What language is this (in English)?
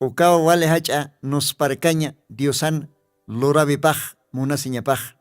Aymara